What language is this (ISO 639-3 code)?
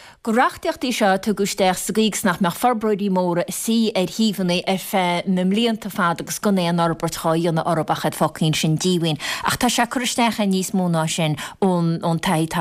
gle